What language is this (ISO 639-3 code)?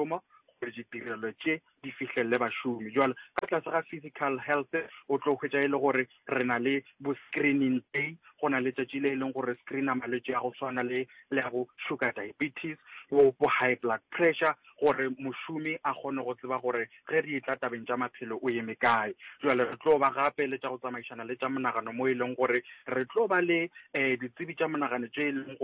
nso